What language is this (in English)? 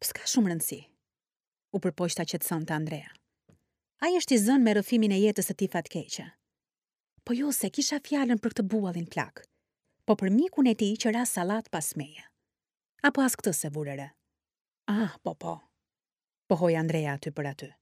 Albanian